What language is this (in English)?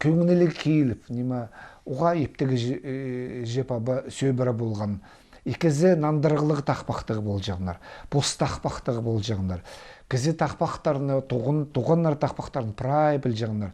Khakas